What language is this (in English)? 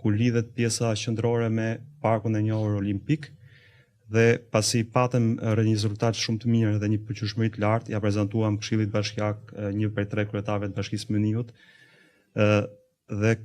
Albanian